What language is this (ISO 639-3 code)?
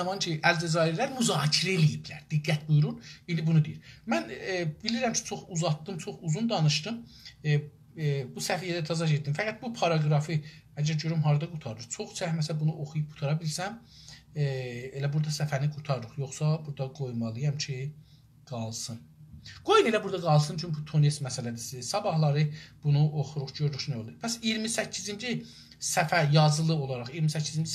azb